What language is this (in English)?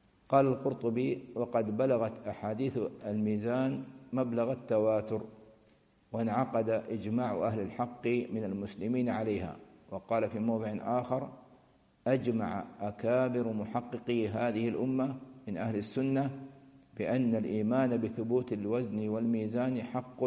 Arabic